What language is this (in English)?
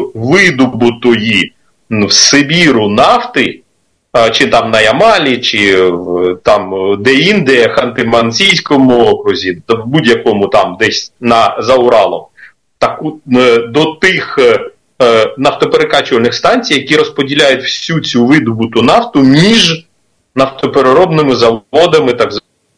Ukrainian